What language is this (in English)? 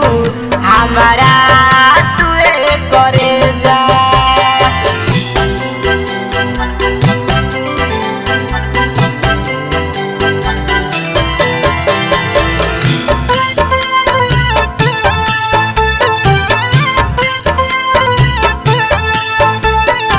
Bhojpuri